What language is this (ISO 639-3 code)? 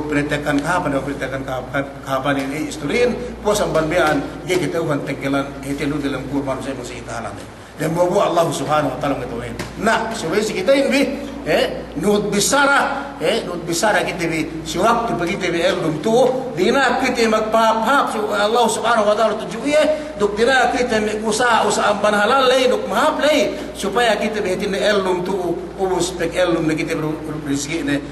yka